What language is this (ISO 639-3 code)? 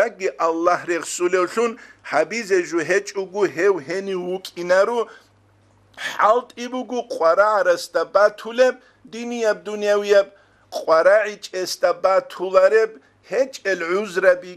ava